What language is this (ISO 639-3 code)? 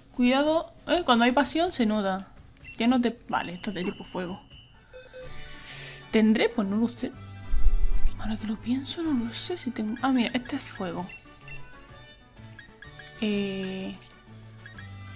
spa